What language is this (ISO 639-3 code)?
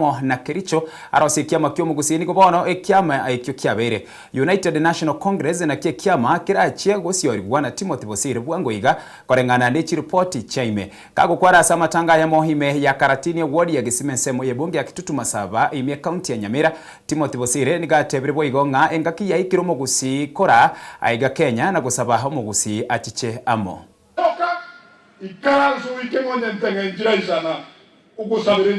guz